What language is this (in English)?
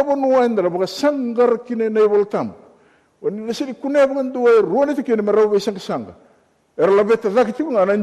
Fijian